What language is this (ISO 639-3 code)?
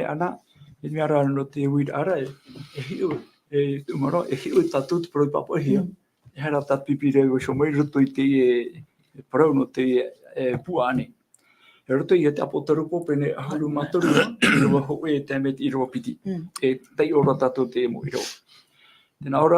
tah